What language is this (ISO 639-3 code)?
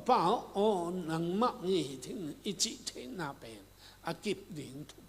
ctd